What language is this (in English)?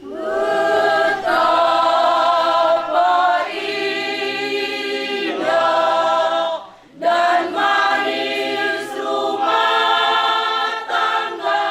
Batak Toba